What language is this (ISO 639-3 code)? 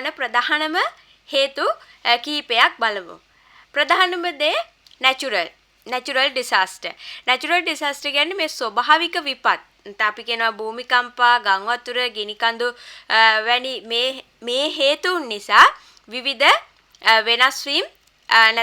sin